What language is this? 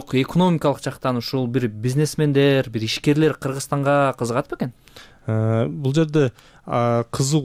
Kyrgyz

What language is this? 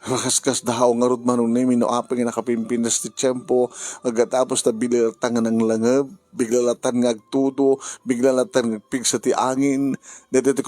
Iloko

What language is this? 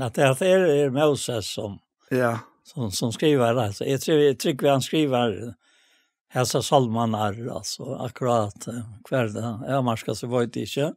Faroese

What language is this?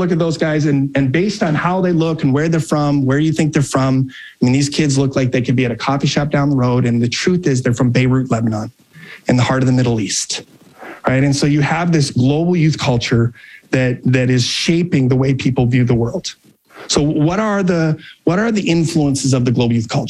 English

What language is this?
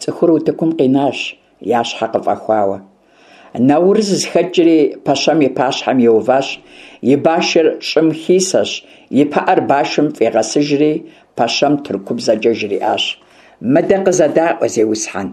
Kabardian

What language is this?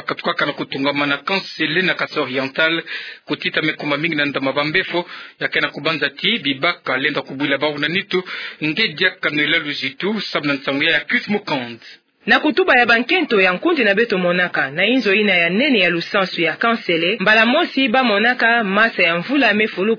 Kituba (Democratic Republic of Congo)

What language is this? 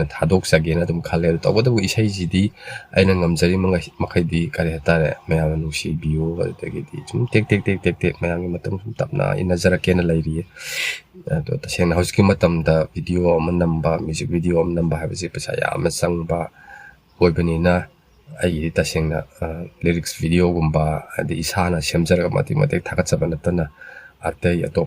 Manipuri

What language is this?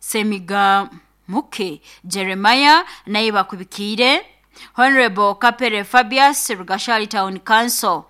Nyoro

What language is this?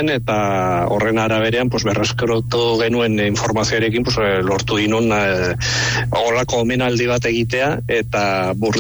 Basque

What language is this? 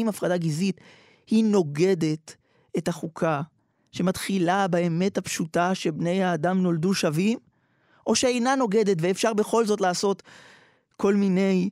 Hebrew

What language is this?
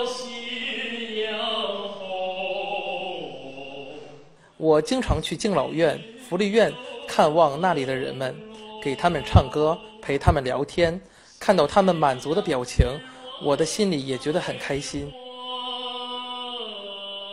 Chinese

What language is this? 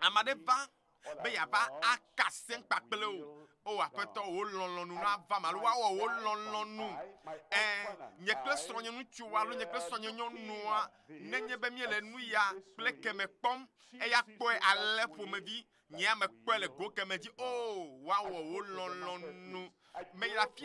Ewe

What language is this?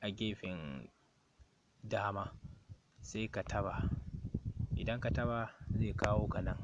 Hausa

